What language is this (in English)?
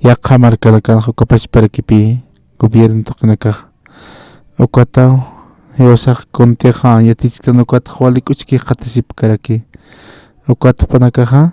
Aymara